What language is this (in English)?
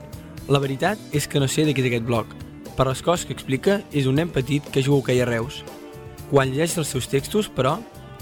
Catalan